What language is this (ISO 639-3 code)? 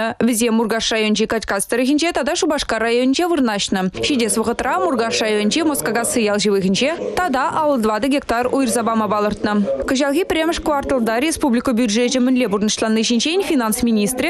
chv